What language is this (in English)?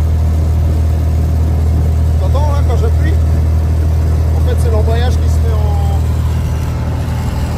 French